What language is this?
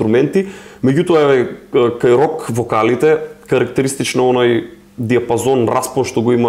Macedonian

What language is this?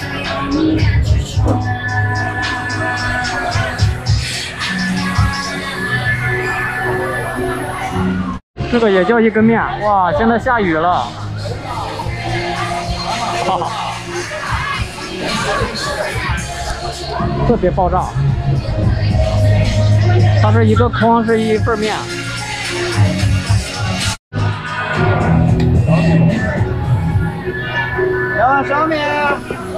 Chinese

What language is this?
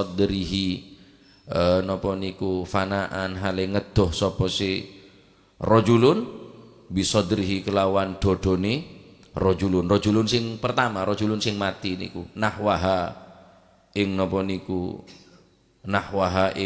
Madurese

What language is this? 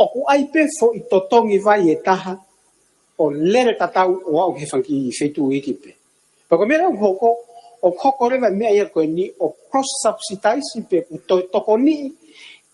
Tongan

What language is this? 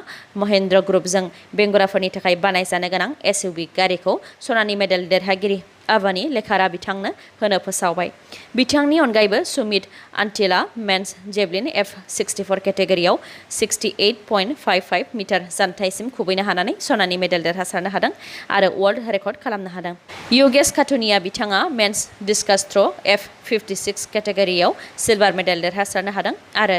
Bodo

